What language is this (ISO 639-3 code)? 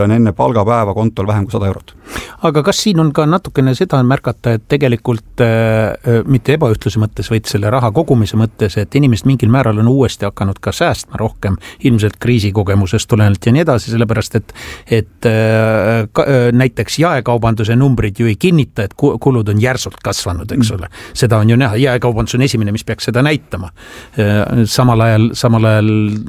est